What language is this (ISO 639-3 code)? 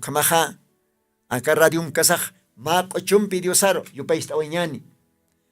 aym